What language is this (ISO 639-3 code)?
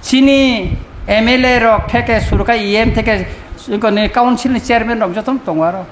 trp